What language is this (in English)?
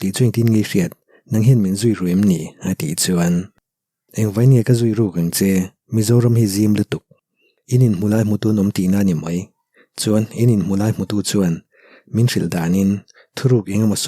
Mizo